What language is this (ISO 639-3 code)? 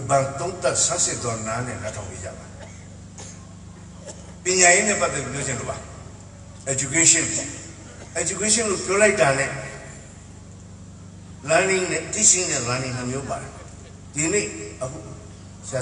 mya